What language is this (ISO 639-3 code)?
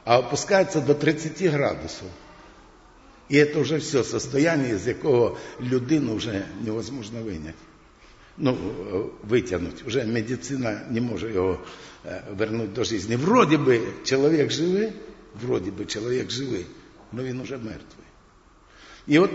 ukr